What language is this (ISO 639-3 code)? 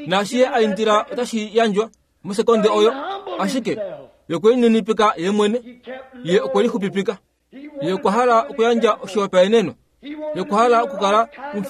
kua